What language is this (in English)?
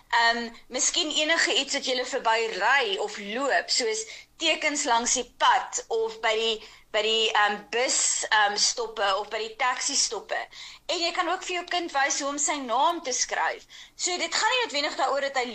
Afrikaans